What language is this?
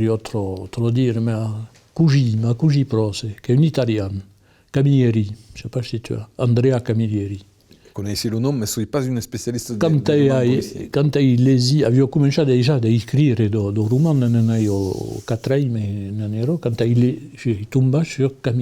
Occitan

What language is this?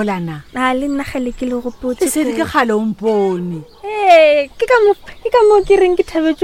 Northern Sotho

